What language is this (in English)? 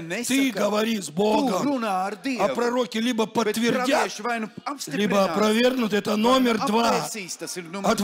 Russian